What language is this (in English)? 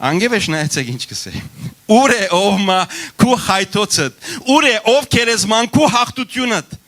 Western Armenian